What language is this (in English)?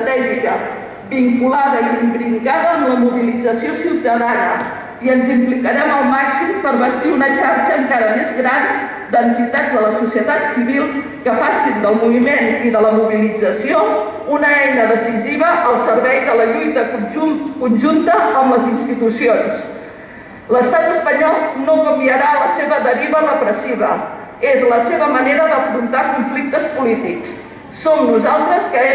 Catalan